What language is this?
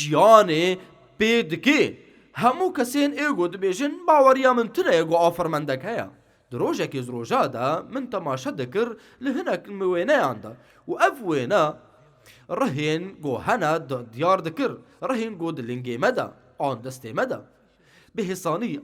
Kurdish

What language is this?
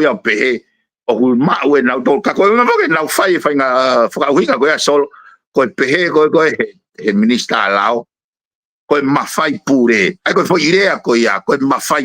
Tongan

